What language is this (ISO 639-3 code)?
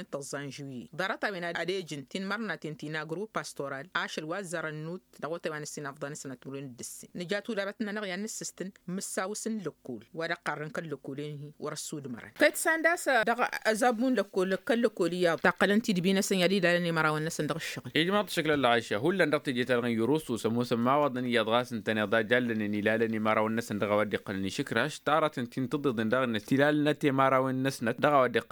taq